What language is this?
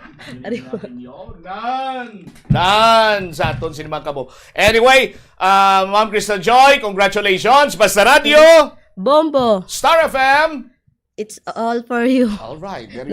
Hiligaynon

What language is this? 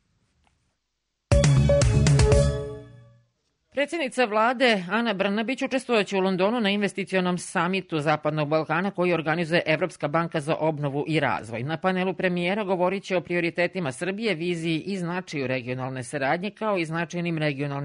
Serbian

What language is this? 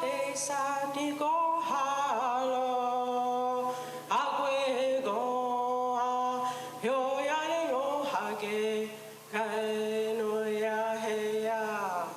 Mohawk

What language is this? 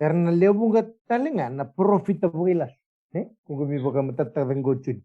Fijian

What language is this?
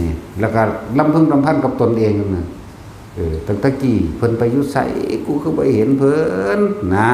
Northeastern Thai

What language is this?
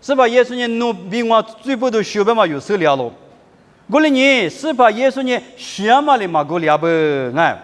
Lisu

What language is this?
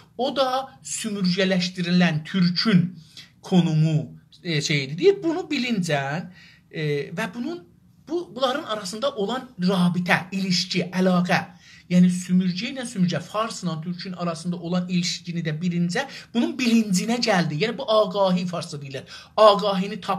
South Azerbaijani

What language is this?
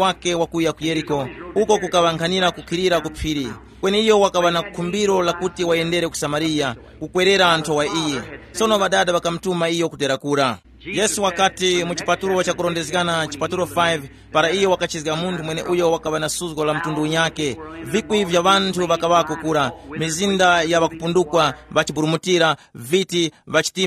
Tumbuka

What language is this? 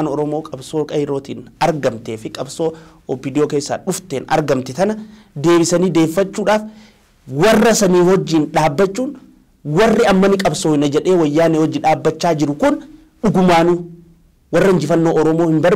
Oromo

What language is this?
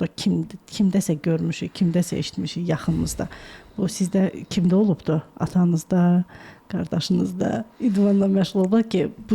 Azerbaijani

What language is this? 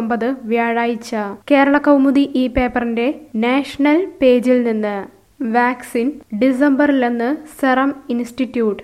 Malayalam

